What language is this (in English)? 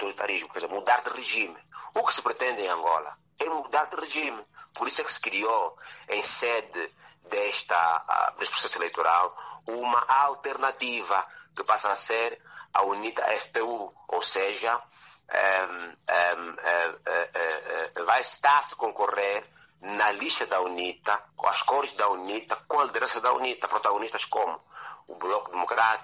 Portuguese